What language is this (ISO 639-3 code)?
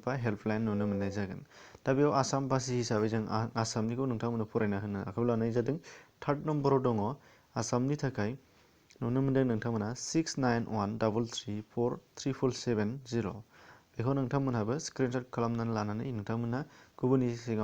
brx